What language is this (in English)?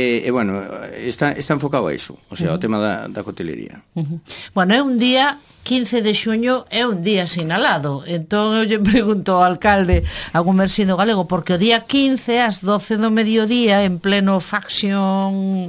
Galician